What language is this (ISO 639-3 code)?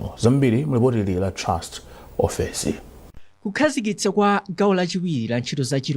nya